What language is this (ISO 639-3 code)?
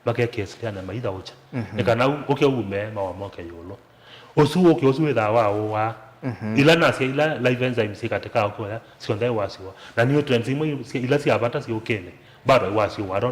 kam